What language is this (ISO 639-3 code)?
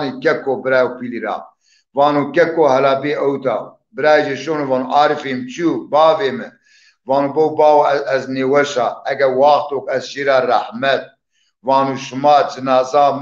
zza